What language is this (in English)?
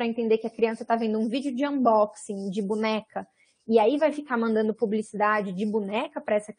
Portuguese